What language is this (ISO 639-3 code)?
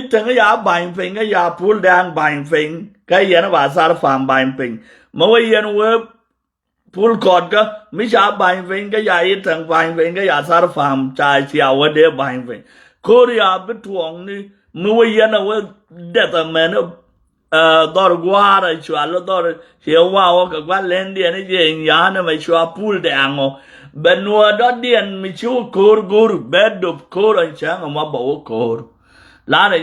nus